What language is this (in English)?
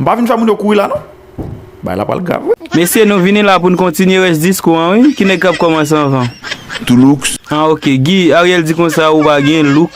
Haitian Creole